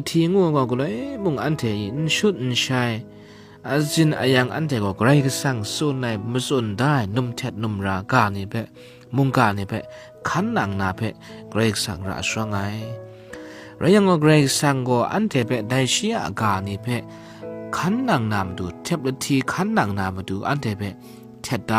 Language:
Kachin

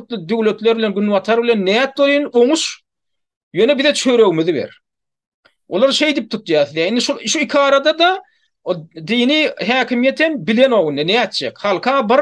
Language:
Turkmen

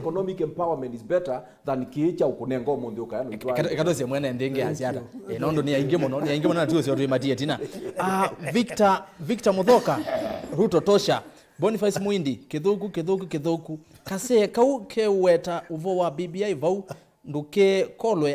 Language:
Kamba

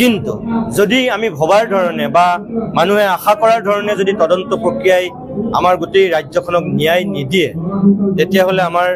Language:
Assamese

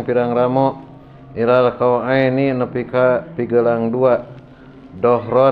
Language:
Sundanese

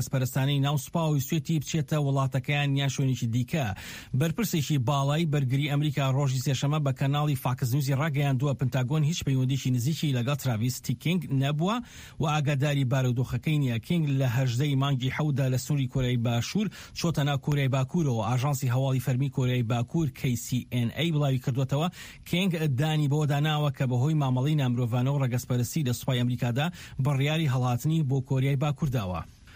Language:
Central Kurdish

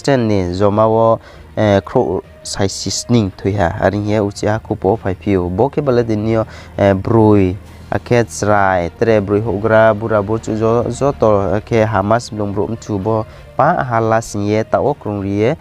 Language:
Riang (India)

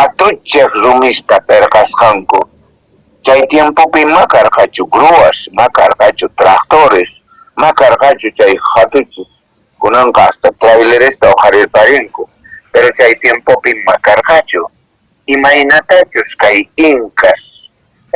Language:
Quechua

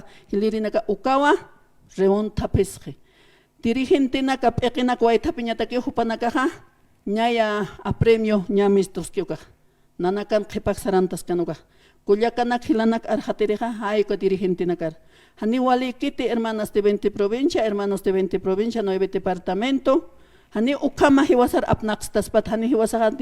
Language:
Aymara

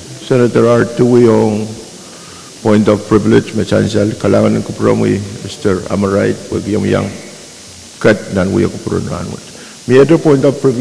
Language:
Pohnpeian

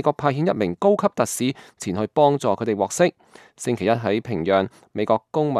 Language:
Cantonese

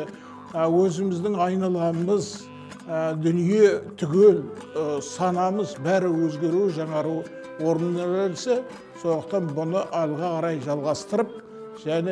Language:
Kazakh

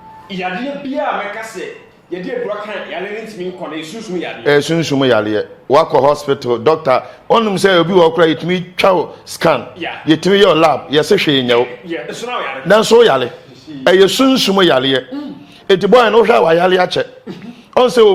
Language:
Akan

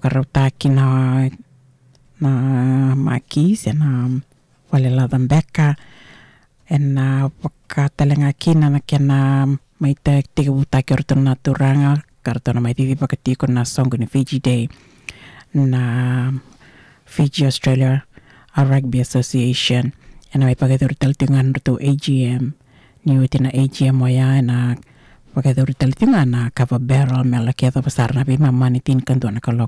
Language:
Fijian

